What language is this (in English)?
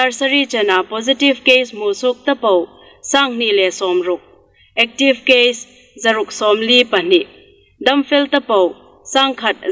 Hmar